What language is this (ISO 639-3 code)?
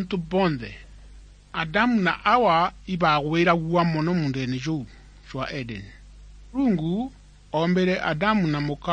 mer